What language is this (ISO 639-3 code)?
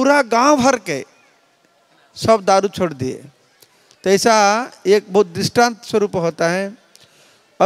hin